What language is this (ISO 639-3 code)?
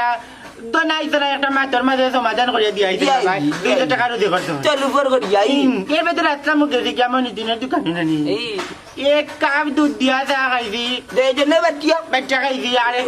syl